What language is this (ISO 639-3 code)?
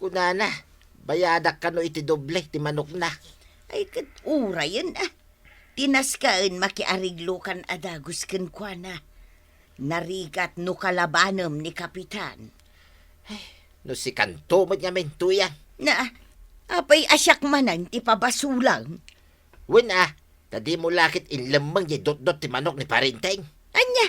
ilo